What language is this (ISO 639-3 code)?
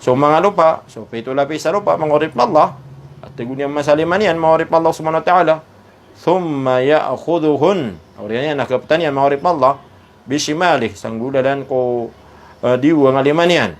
mrw